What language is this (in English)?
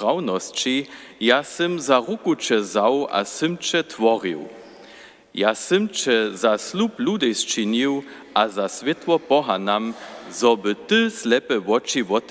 Upper Sorbian